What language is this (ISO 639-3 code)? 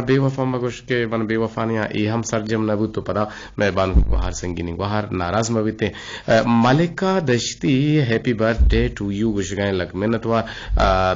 bgp